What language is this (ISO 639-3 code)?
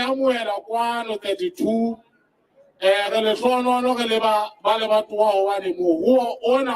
sot